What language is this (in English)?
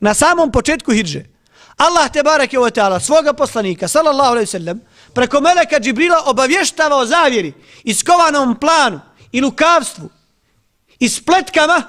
Bosnian